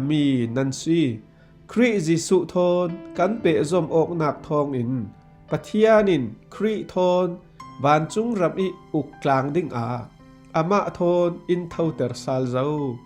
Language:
Falam Chin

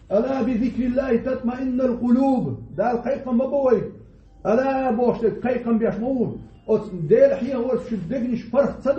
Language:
Chechen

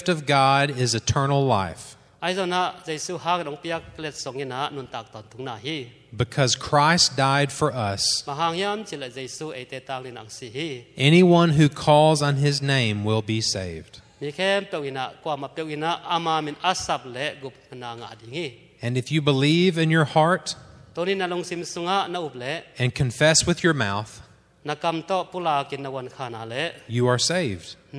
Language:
Tedim Chin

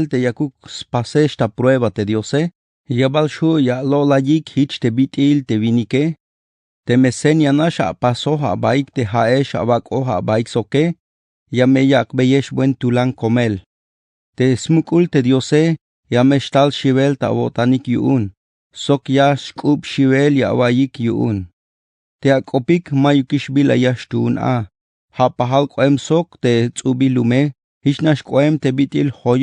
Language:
Tzeltal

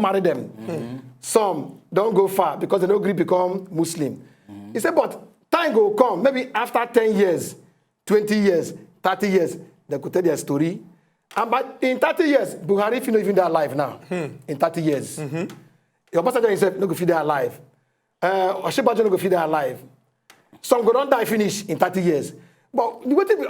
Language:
Nigerian Pidgin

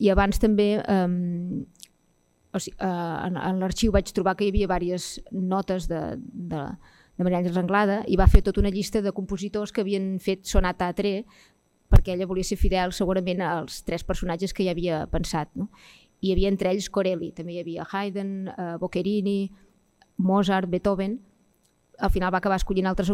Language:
Catalan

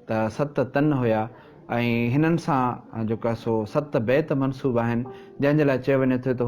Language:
Sindhi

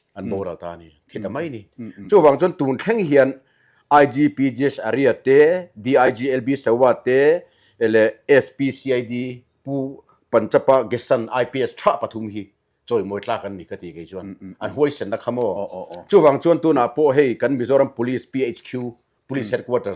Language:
Mizo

